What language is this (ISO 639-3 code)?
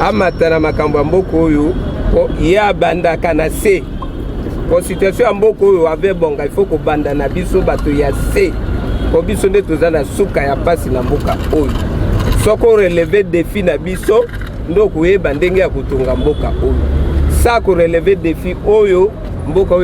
lin